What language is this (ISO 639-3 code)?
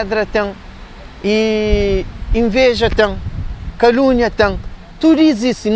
kea